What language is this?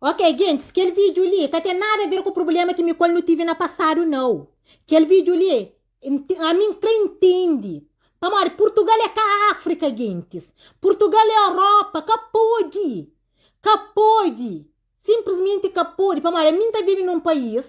Kabuverdianu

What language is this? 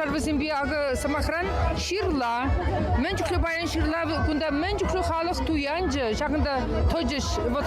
Chuvash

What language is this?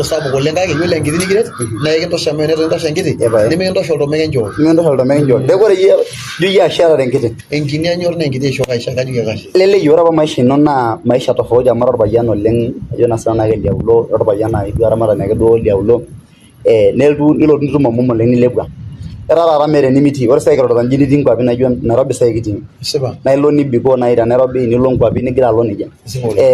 Masai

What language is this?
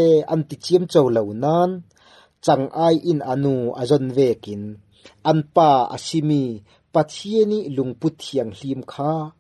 Falam Chin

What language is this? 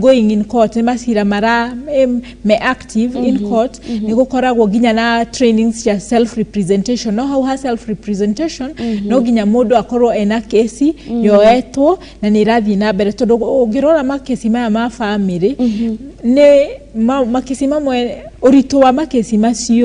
Kikuyu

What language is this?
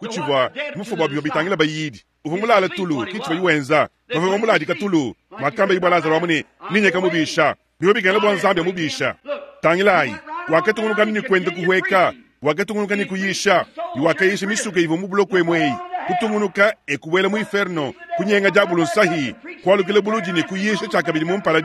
Luba-Lulua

